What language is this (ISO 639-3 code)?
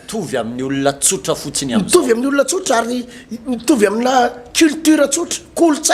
mlg